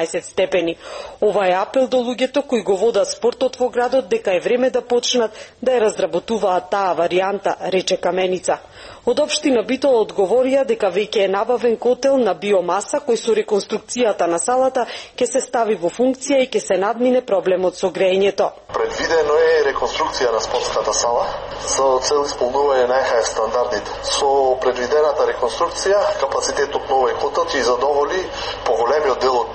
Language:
Macedonian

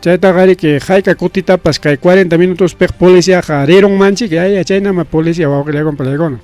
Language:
Ayacucho Quechua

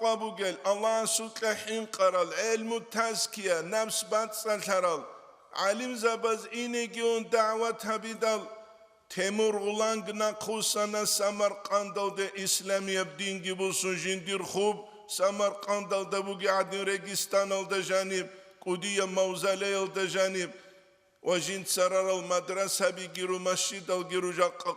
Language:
Avaric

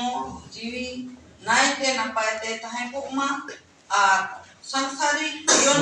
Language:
Santali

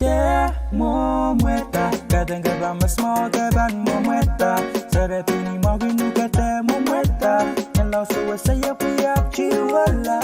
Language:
Pohnpeian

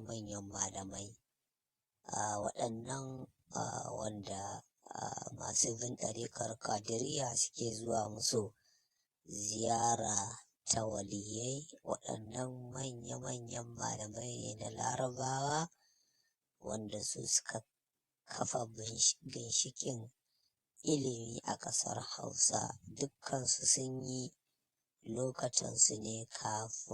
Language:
Hausa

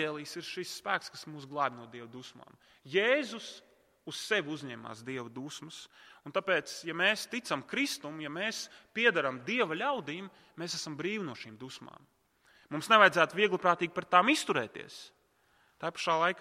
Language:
Latvian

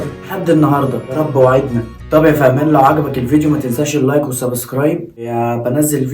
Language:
Egyptian Arabic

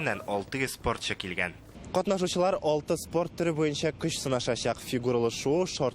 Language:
Tatar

